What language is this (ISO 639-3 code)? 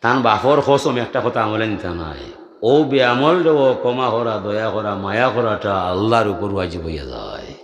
syl